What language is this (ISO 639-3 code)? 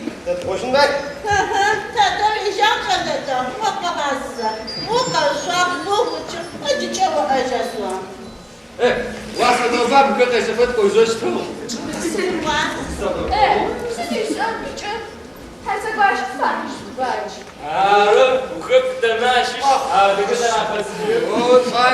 ady